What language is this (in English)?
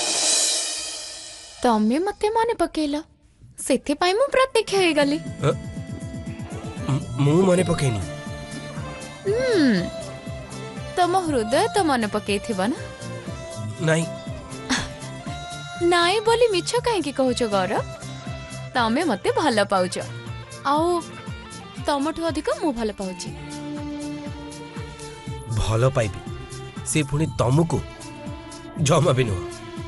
Odia